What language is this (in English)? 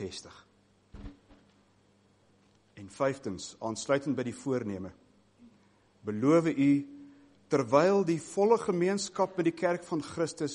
Afrikaans